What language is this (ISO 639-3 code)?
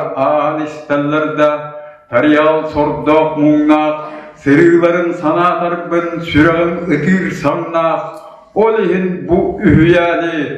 sah